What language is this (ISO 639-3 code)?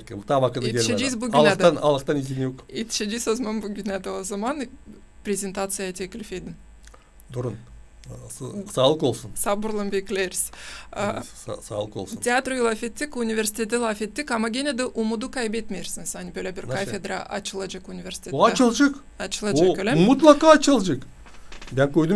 gag